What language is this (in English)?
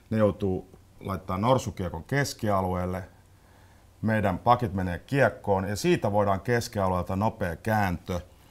Finnish